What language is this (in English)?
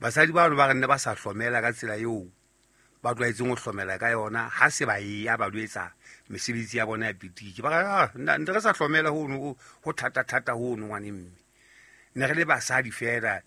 Southern Sotho